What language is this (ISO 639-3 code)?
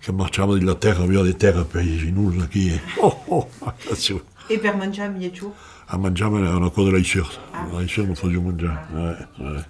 oci